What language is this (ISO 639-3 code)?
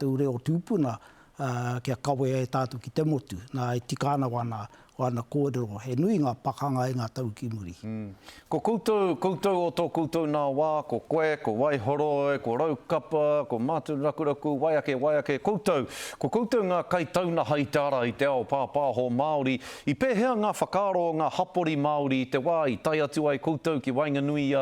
mri